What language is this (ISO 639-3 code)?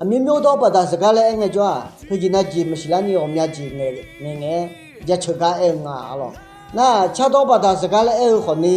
ahk